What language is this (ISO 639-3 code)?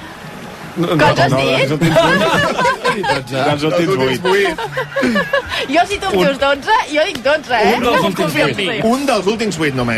cat